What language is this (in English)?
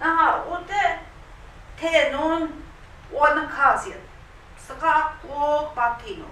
Central Ojibwa